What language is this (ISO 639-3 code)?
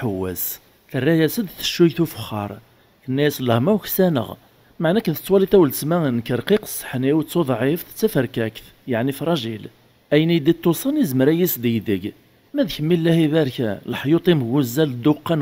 kab